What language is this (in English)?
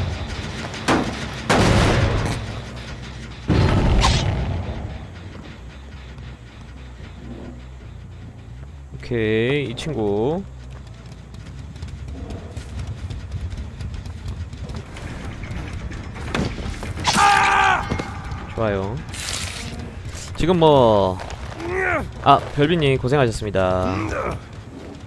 Korean